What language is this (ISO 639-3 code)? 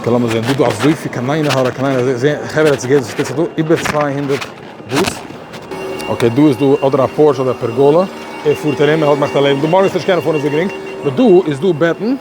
yid